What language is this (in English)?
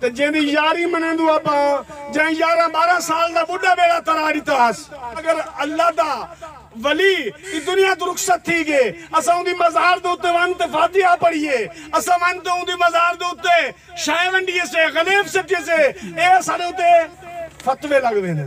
Saraiki